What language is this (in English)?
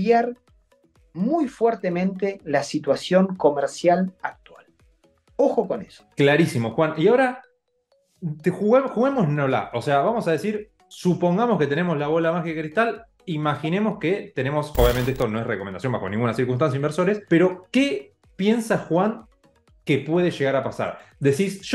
Spanish